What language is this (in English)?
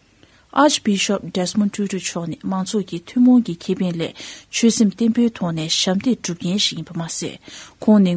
Tibetan